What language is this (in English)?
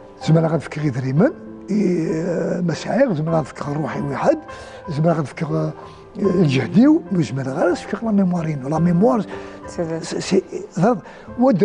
Kabyle